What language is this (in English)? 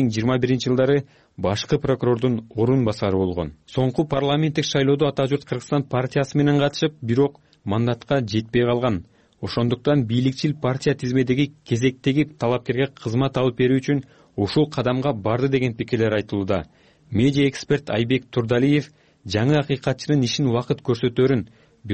Kyrgyz